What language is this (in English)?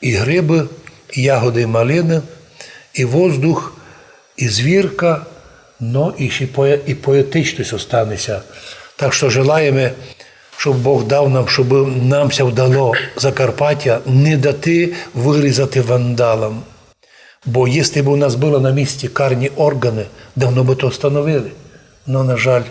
Rusyn